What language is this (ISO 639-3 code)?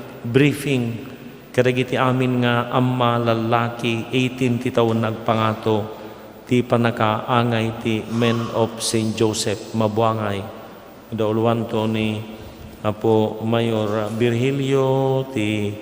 ilo